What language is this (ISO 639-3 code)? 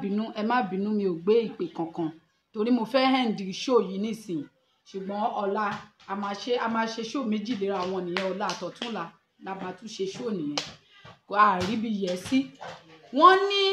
yor